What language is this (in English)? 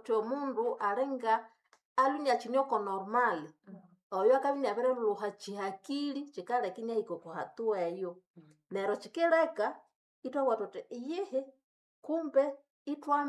Nande